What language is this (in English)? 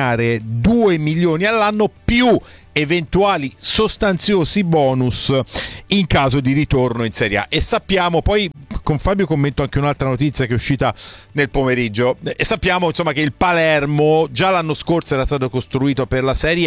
Italian